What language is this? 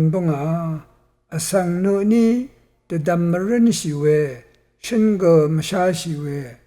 Rawang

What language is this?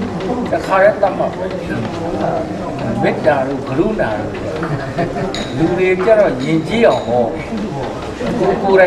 Burmese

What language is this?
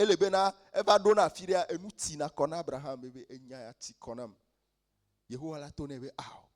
Ewe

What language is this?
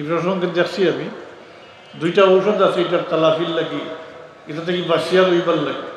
Sylheti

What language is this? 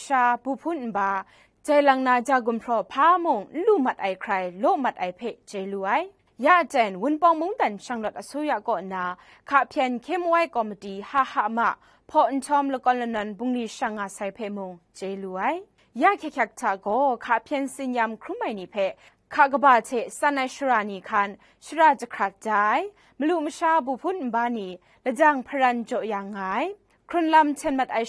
Kachin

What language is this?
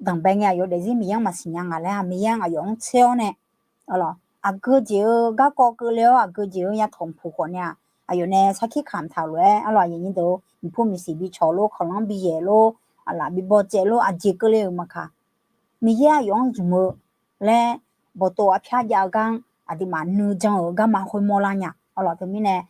Akha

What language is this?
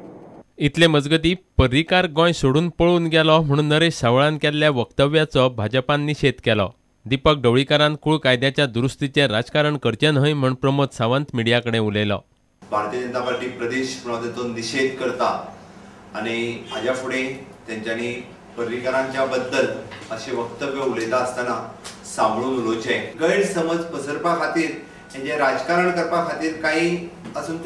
Konkani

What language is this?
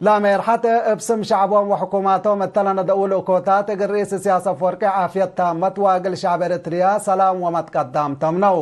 Tigre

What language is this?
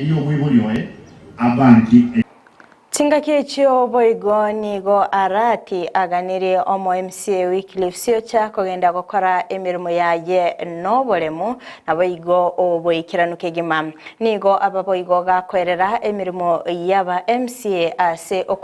Gusii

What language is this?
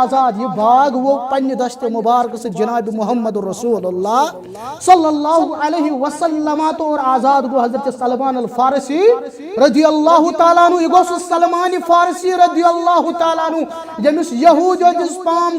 Kashmiri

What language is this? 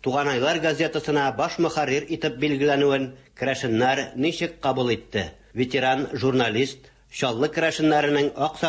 Tatar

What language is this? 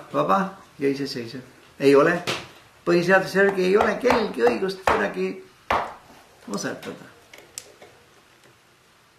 Estonian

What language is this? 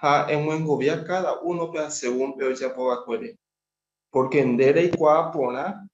Guarani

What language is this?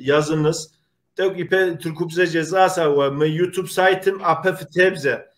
Kabardian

